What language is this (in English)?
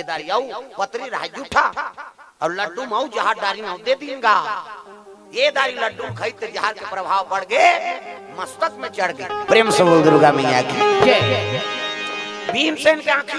Chhattisgarhi